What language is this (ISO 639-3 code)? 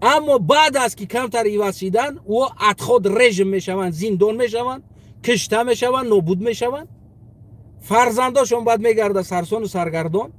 tgk